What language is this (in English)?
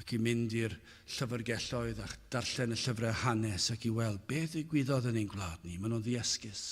Welsh